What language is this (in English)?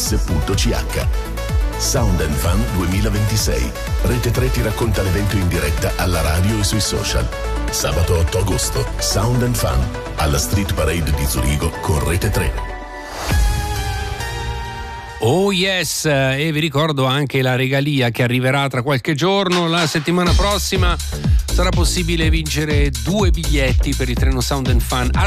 Italian